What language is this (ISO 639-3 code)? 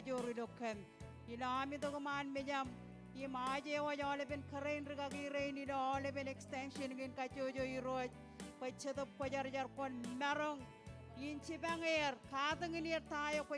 mah